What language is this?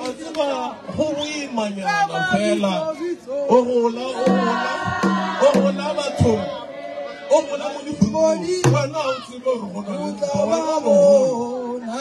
Northern Sotho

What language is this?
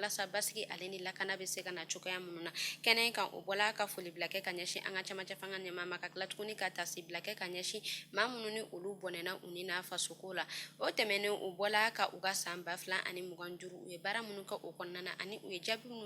Bambara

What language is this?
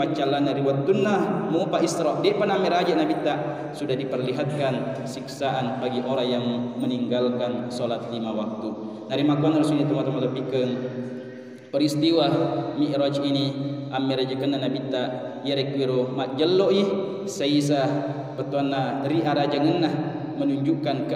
Buginese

